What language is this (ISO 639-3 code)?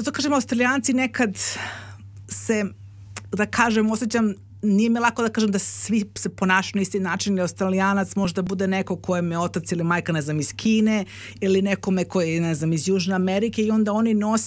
srp